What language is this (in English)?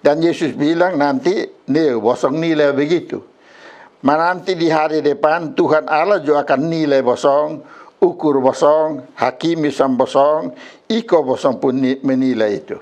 Kupang Malay